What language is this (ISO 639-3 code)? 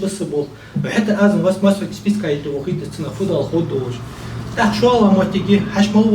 inh